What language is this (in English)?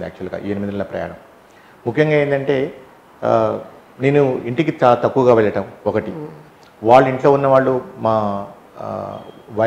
Telugu